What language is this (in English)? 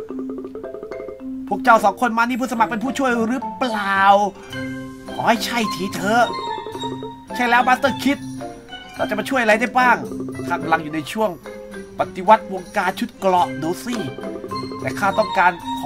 Thai